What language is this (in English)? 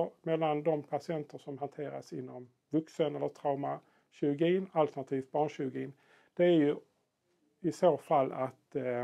Swedish